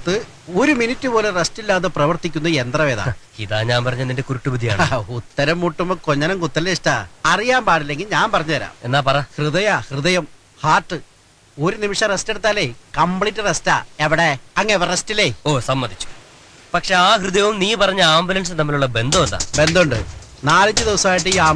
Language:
Malayalam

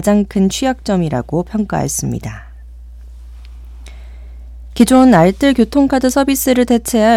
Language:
Korean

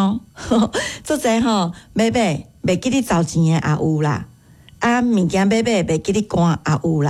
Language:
Min Nan Chinese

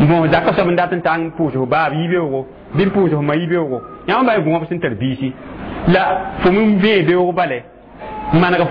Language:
Mossi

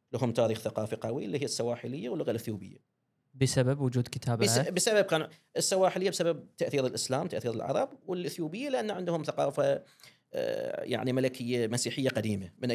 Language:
Gulf Arabic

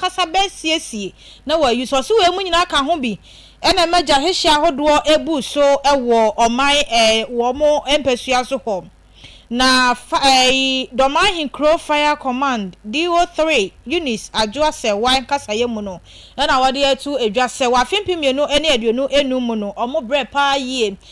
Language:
Akan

